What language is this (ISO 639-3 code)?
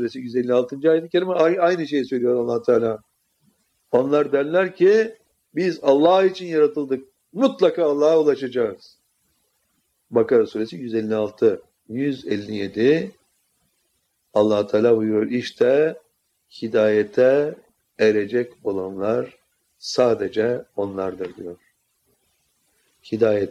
tur